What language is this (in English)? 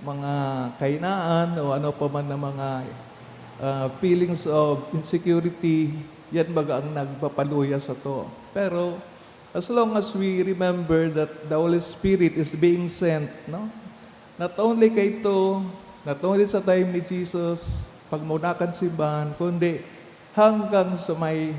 Bikol